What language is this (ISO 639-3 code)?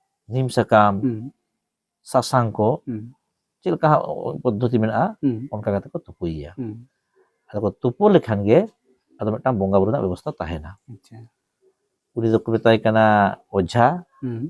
sat